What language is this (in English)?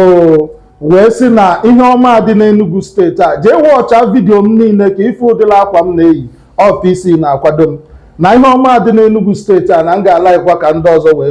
Igbo